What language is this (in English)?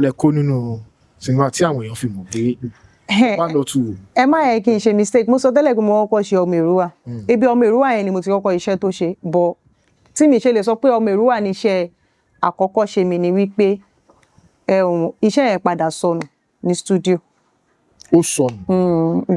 Yoruba